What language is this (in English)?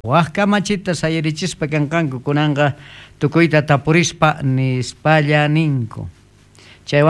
South Bolivian Quechua